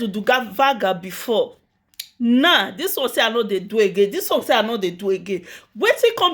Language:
Nigerian Pidgin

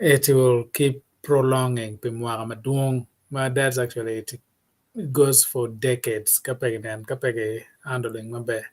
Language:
Acoli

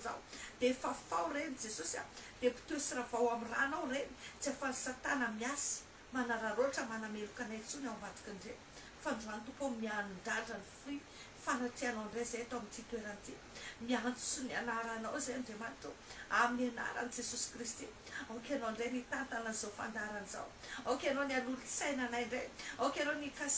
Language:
Malagasy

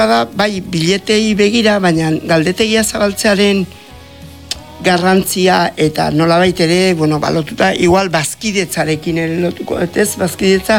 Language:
Basque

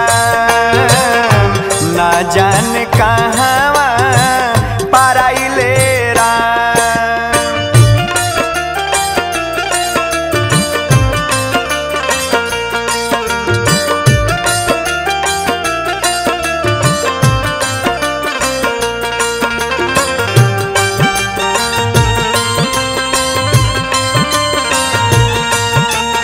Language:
Bhojpuri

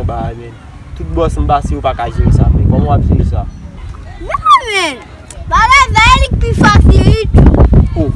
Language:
Haitian Creole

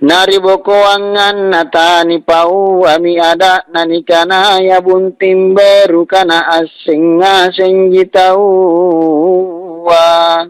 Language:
Makasar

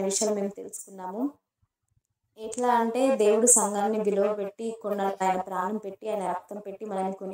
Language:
Telugu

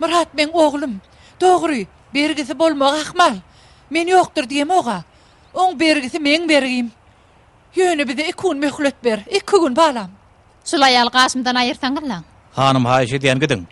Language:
Turkmen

